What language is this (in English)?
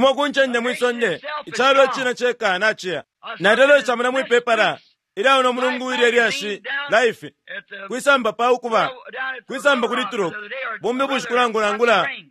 Bemba